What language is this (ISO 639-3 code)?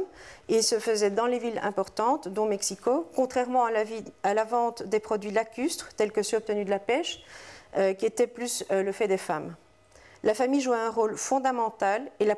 fra